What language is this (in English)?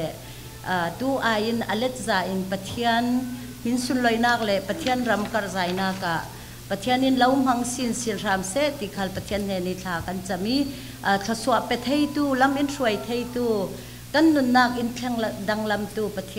Falam Chin